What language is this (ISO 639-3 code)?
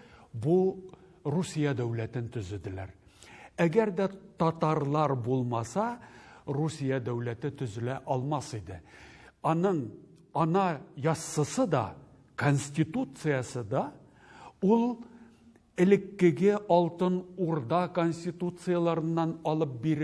tat